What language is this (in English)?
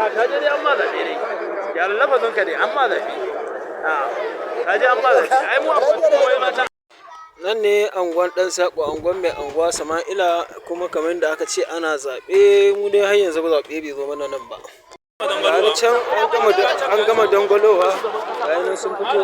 Hausa